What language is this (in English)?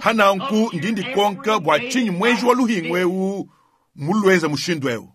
Luba-Lulua